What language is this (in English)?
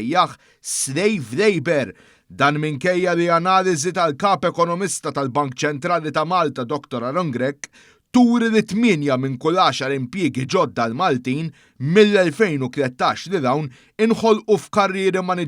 Maltese